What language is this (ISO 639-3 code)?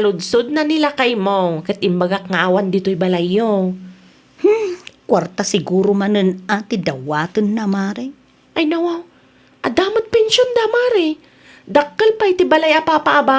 ilo